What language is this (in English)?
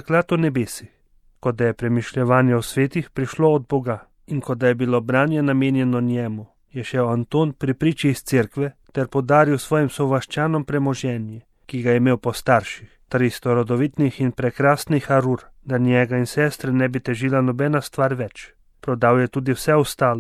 Slovenian